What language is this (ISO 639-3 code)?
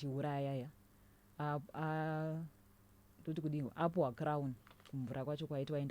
sna